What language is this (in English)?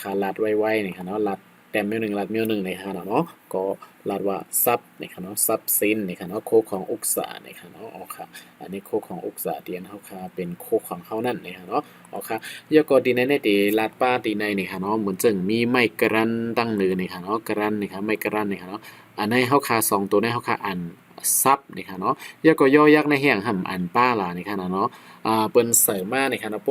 Shan